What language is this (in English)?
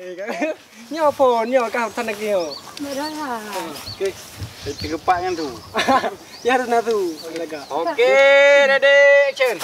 Achinese